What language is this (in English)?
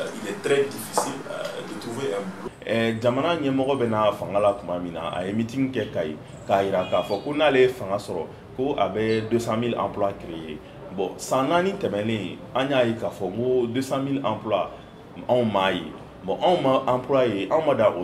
Bambara